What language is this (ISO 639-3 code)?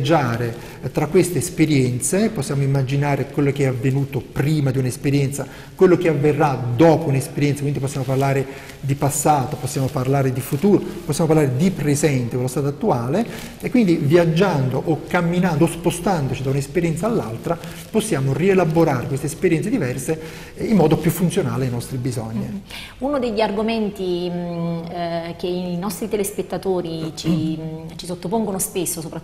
ita